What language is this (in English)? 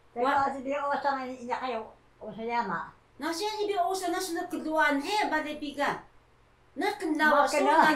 Taroko